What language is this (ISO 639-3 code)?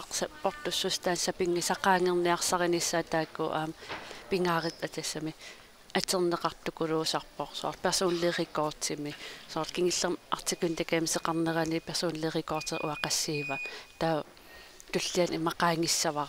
kal